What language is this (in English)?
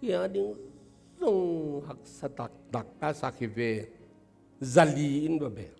Tedim Chin